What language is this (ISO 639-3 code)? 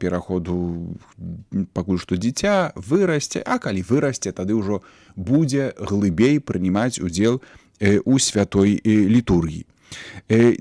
bel